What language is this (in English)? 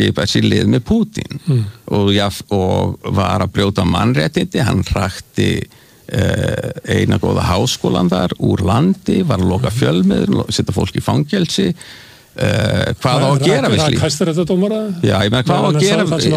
Icelandic